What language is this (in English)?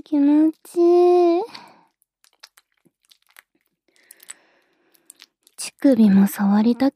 Japanese